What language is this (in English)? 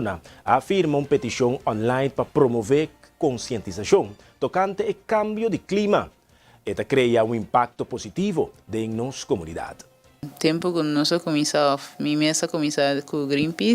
Papiamento